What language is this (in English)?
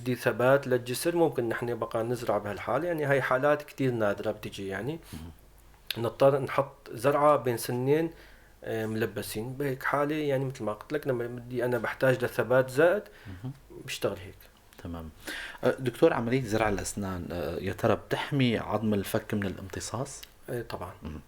North Levantine Arabic